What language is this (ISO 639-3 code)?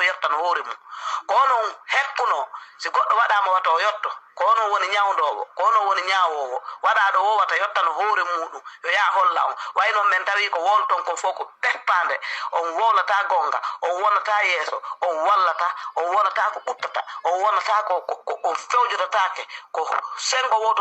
ful